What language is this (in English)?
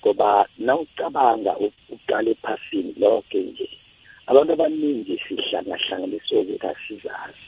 South Ndebele